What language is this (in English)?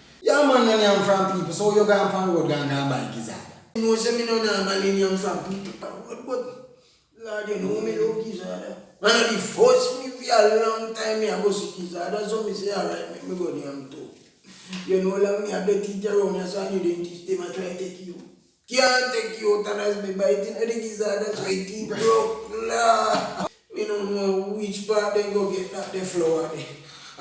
Jamaican Creole English